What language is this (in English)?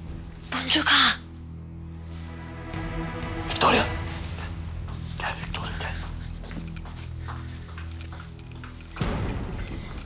Turkish